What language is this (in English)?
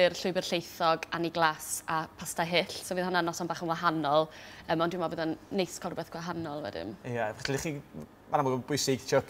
Welsh